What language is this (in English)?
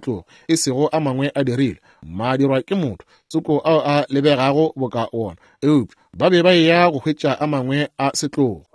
Northern Sotho